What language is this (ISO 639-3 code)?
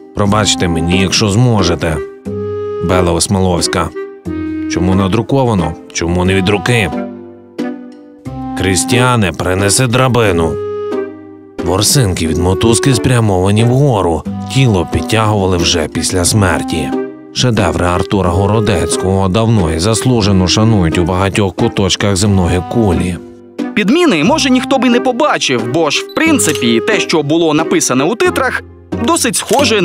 ukr